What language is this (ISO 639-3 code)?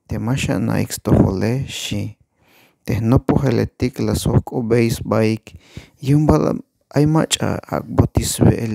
tzh